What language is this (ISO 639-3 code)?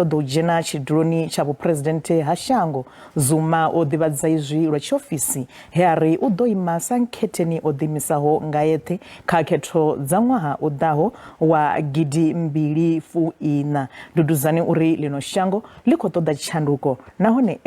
ven